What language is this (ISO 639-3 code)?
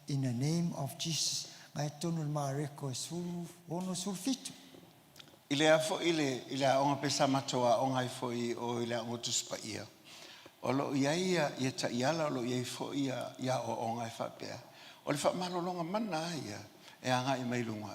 smo